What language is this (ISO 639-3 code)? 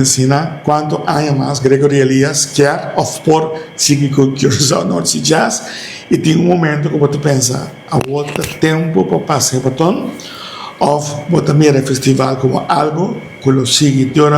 pap